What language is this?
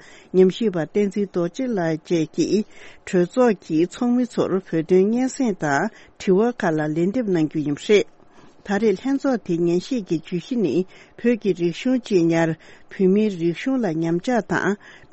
Tibetan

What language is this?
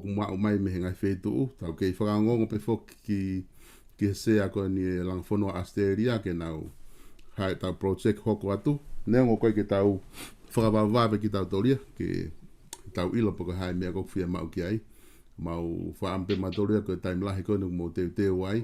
Tongan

